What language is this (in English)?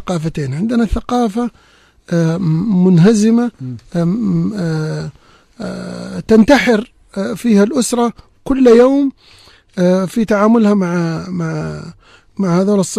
Najdi Arabic